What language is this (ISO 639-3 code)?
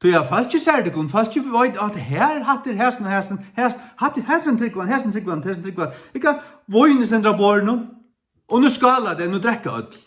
fao